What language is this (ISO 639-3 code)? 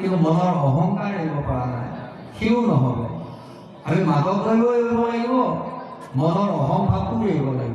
asm